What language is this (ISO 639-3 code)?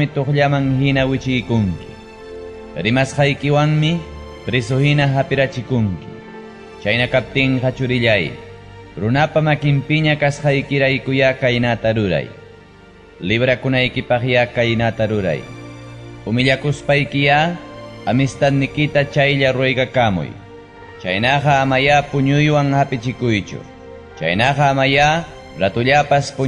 quy